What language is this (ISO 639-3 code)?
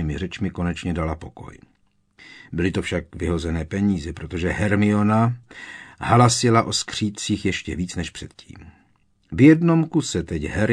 ces